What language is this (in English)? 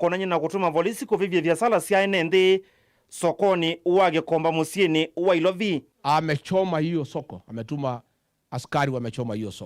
Kamba